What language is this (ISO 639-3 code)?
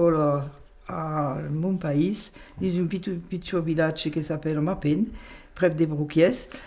oci